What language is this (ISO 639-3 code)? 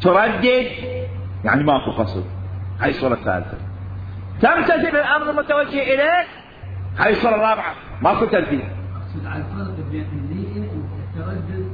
acm